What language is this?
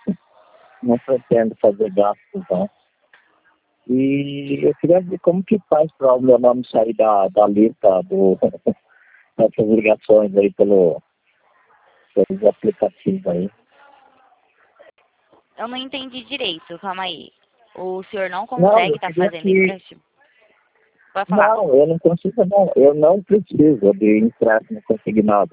Portuguese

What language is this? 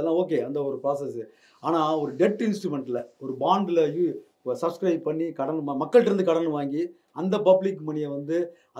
Tamil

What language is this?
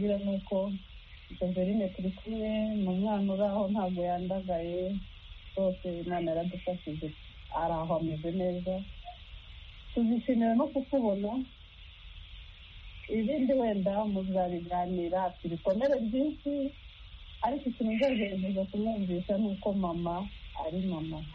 Kinyarwanda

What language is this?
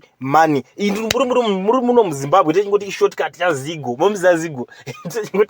Shona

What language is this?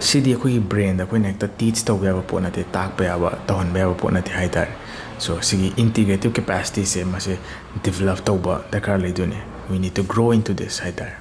Manipuri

